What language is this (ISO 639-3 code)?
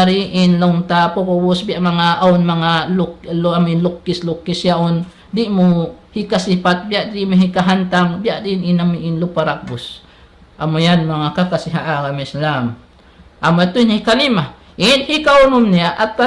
tsg